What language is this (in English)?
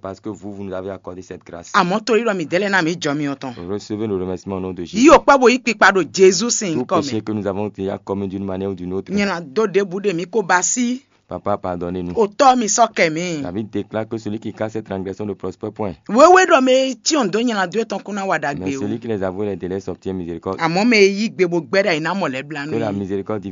Fon